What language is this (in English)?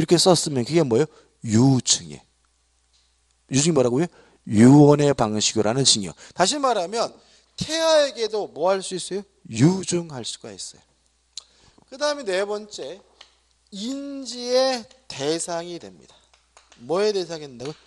Korean